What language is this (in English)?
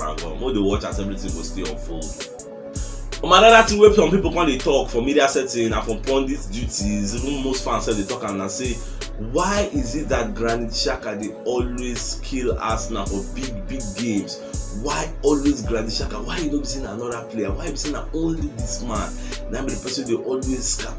Nigerian Pidgin